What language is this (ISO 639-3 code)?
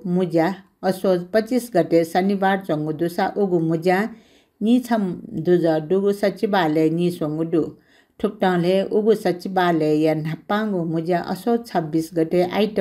new